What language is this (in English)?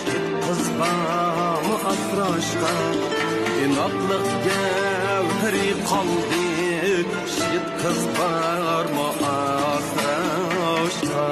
Uyghur